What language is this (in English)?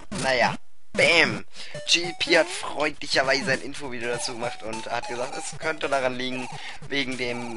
German